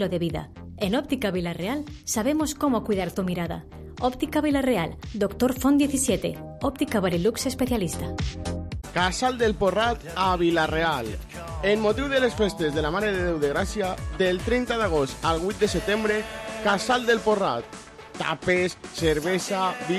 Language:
Catalan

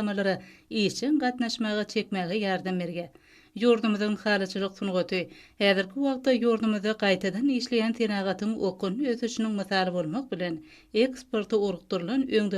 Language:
Turkmen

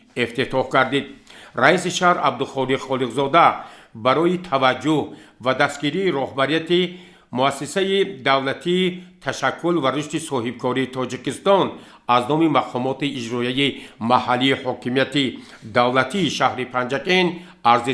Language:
Tajik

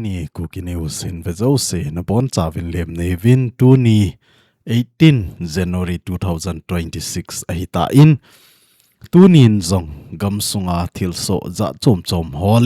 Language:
Thado Chin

